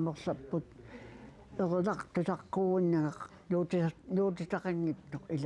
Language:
Kalaallisut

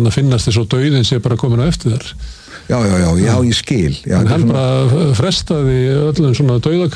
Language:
Icelandic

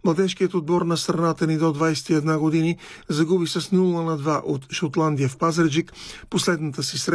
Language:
Bulgarian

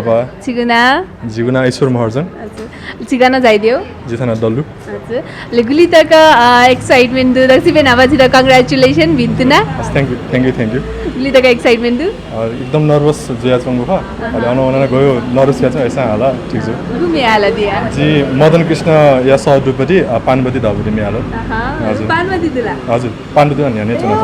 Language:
Newari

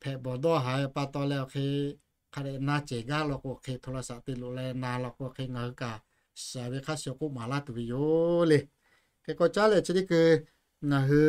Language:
Lahu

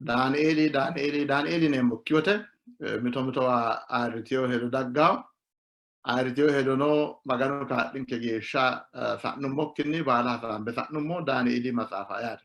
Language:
Sidamo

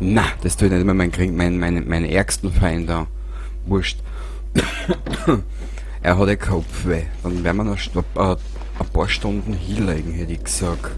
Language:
Bavarian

